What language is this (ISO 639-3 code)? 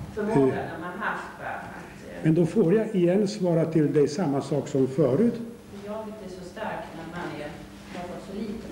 swe